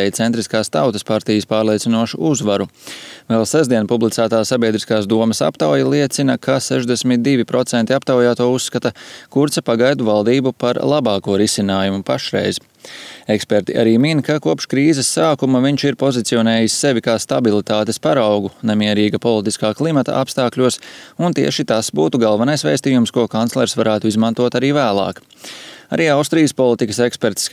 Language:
Latvian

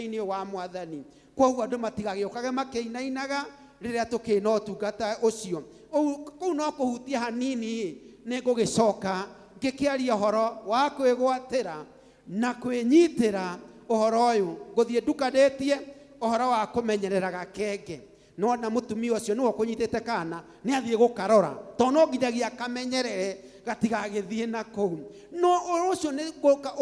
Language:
Kikuyu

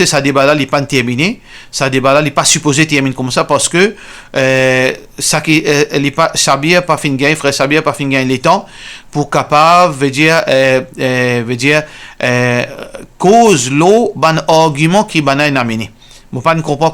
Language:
Morisyen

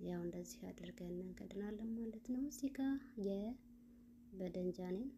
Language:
Amharic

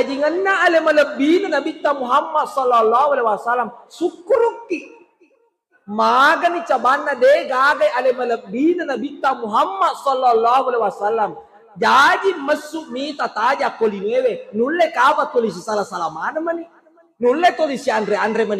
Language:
Buginese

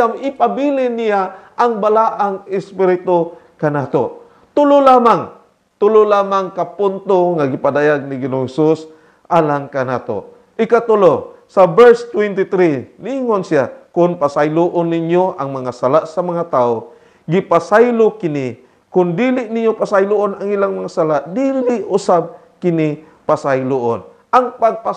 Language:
Cebuano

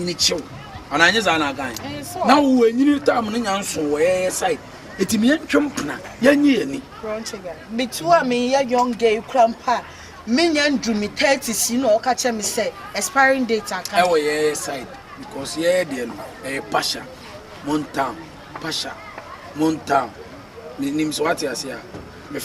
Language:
Akan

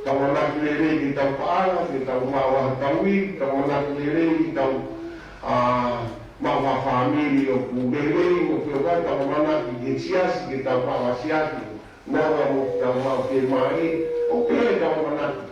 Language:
Tongan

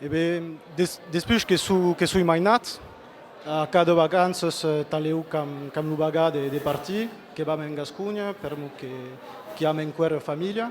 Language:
Occitan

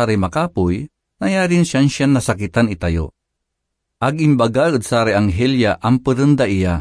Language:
Pangasinan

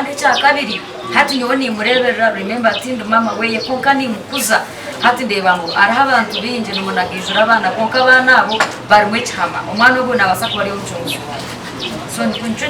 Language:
Nyankole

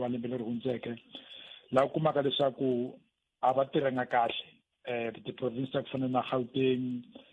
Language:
Tsonga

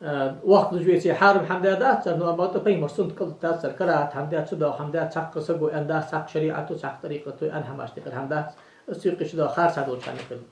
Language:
Ingush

